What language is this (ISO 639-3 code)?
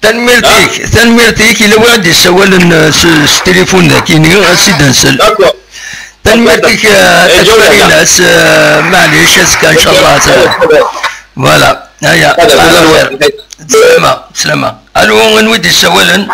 kab